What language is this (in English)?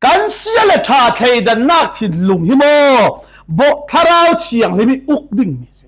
Falam Chin